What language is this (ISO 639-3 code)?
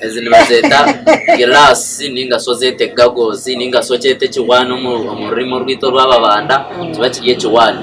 nyn